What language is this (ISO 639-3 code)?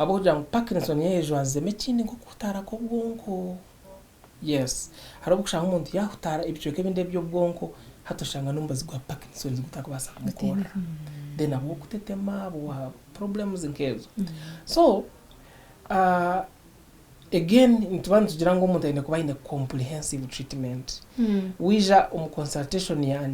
nyn